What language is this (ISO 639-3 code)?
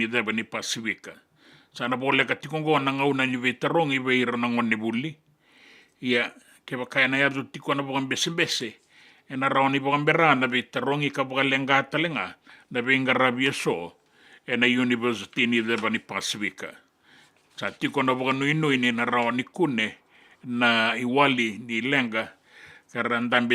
fij